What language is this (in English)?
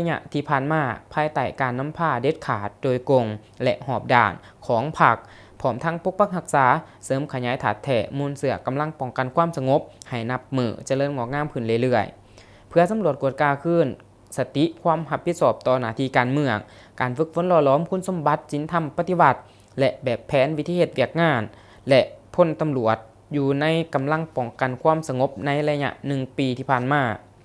Lao